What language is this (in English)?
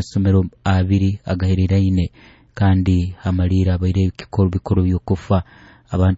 Nyoro